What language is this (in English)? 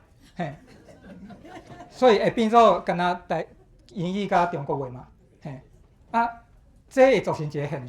Min Nan Chinese